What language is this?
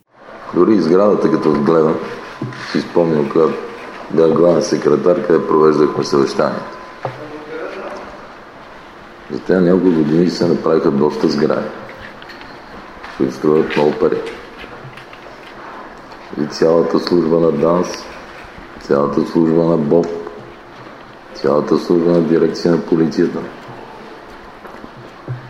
Bulgarian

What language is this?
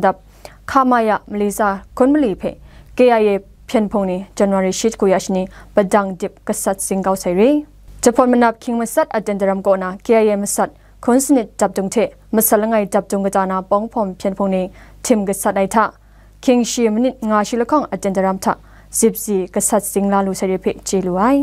Kachin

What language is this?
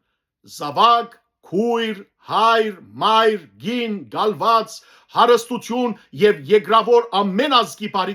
Western Armenian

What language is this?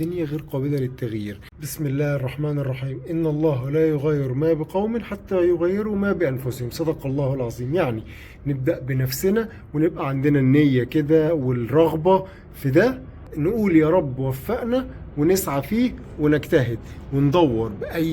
Egyptian Arabic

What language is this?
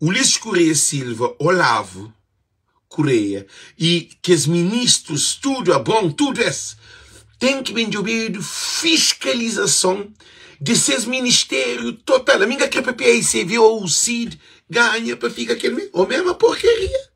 Kabuverdianu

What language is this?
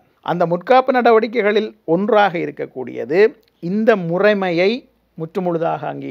Tamil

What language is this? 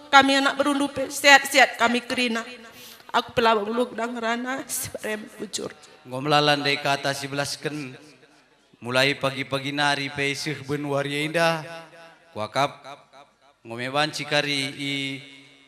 Batak Karo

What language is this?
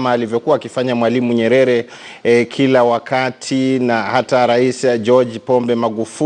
Swahili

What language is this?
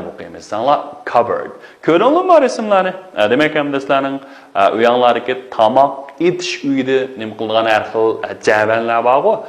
Uyghur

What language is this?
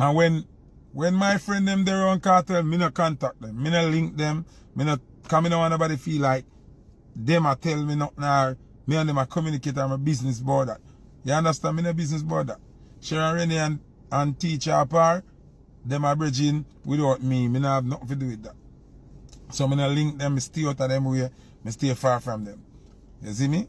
Jamaican Creole English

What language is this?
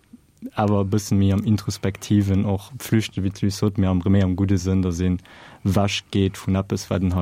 Luxembourgish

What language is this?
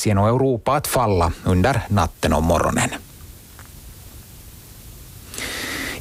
Swedish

